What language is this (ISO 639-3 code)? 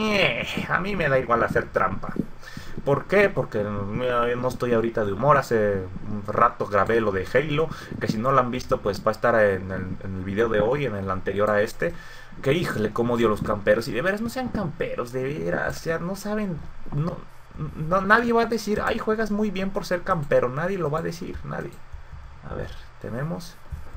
spa